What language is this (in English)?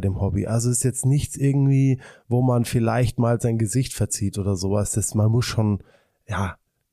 German